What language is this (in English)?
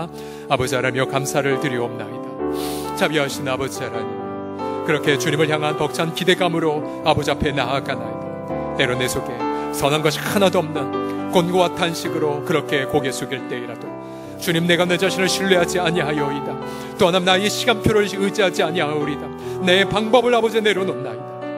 Korean